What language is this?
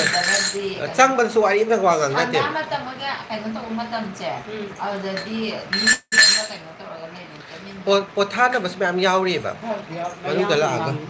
Manipuri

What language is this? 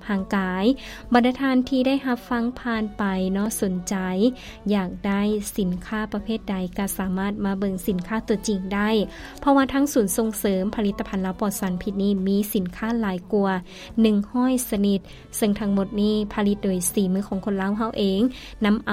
Lao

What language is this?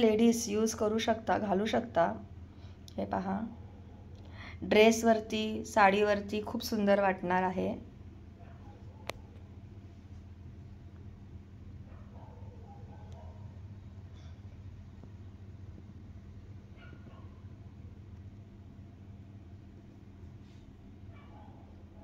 Marathi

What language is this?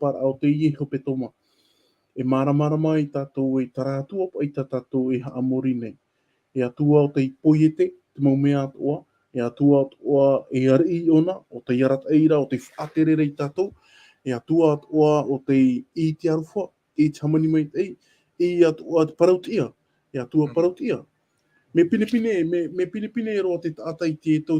Tahitian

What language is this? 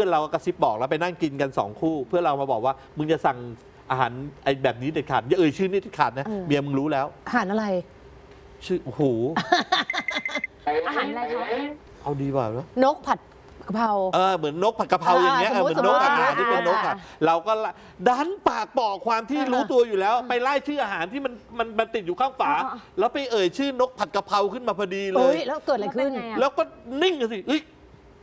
Thai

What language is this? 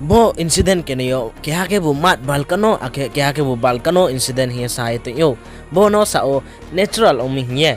Riang (India)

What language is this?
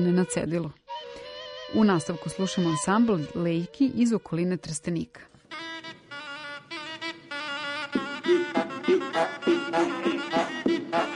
Serbian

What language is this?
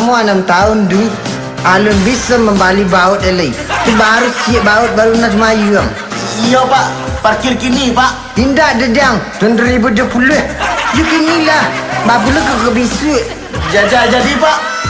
Minangkabau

